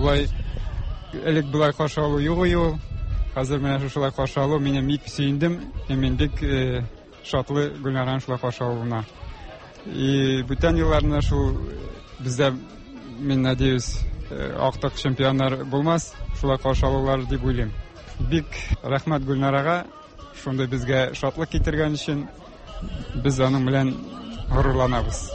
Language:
Tatar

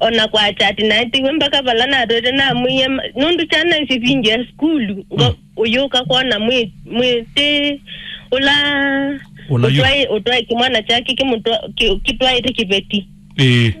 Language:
Kamba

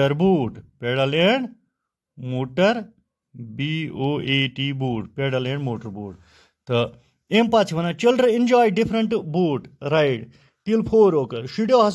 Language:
Kashmiri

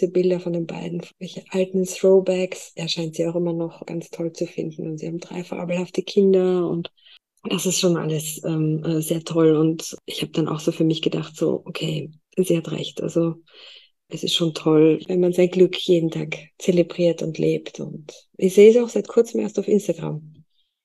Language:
German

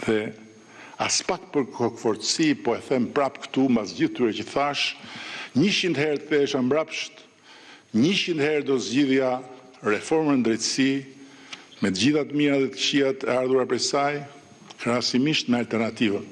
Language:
Albanian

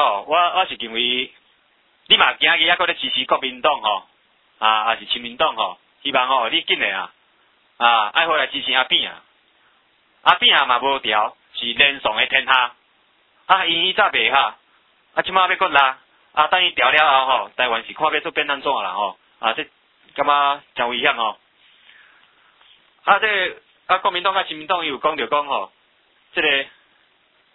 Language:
Min Nan Chinese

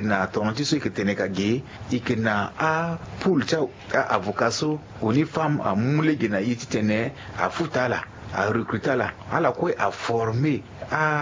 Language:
Sango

